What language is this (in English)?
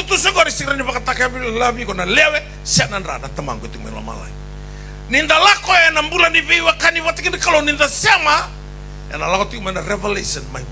Fijian